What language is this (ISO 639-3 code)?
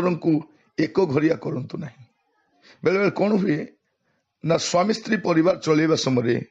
ori